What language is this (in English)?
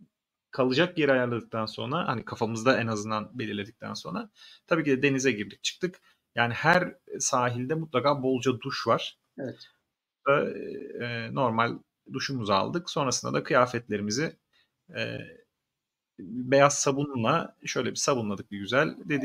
Turkish